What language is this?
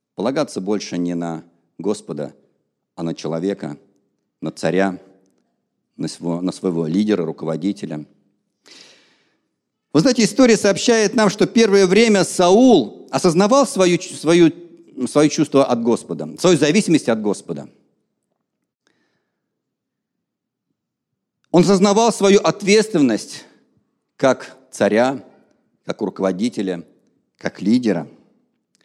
Russian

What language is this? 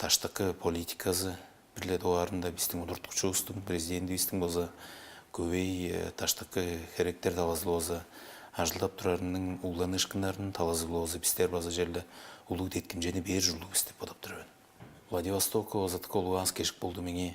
Tuvinian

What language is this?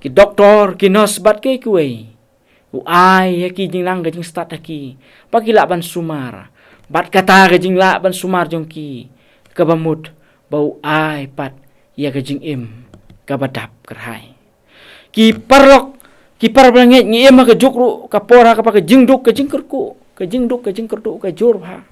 Khasi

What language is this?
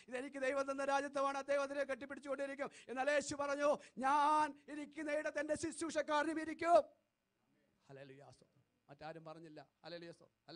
Malayalam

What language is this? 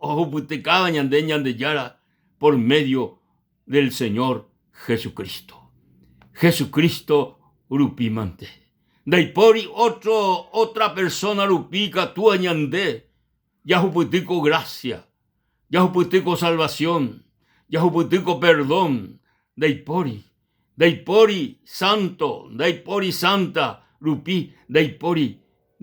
Guarani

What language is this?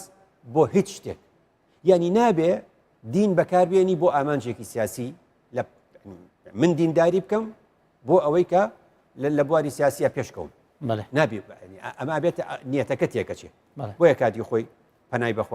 Central Kurdish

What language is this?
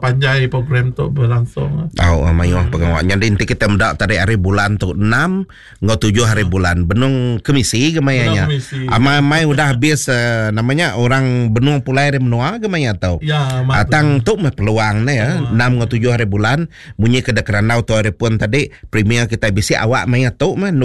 Iban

